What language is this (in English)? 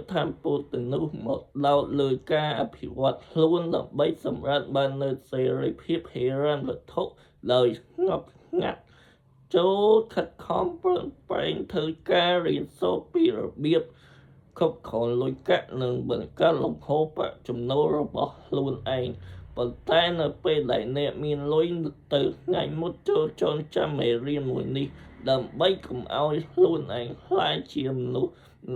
Khmer